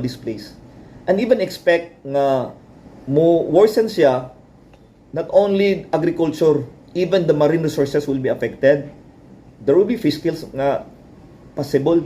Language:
Cebuano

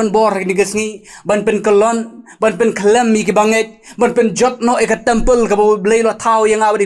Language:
Khasi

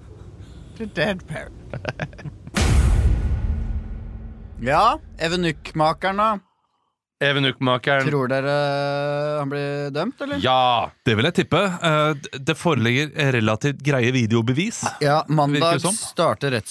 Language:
Norwegian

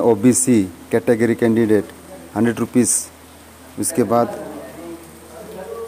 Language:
Hindi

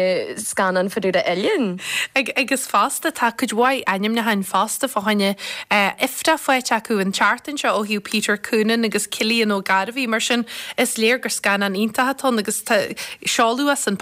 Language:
Irish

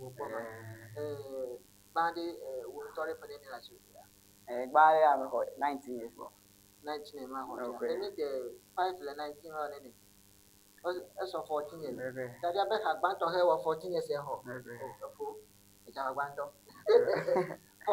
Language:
Ewe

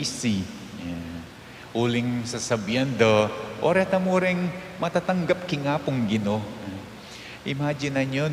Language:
Pampanga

